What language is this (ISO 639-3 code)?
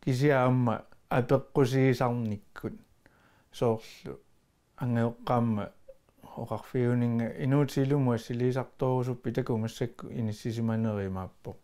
kal